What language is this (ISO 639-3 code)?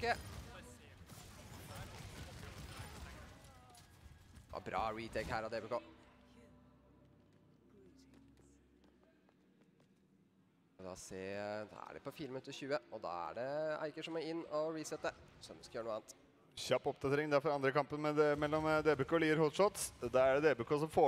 nor